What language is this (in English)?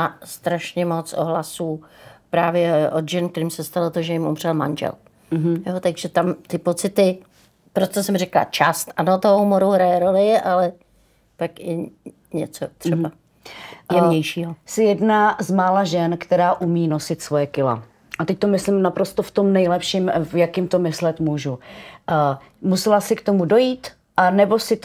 Czech